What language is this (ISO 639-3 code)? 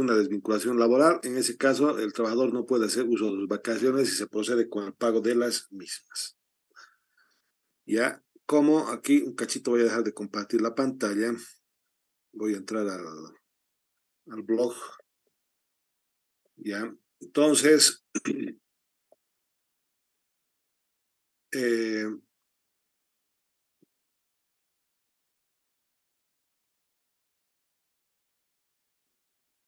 spa